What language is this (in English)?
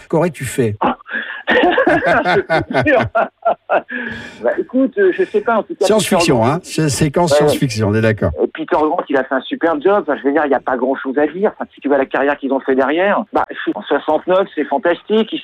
French